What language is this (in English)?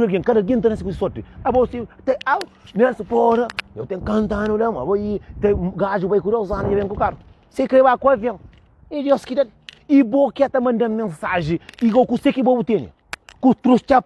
Kabuverdianu